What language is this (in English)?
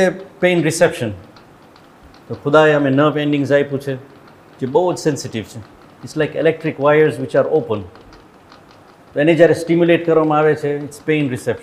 Gujarati